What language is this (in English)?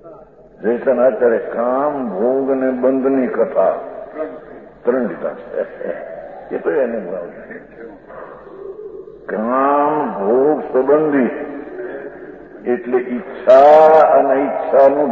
Gujarati